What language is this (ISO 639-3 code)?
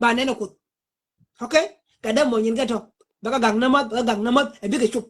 nus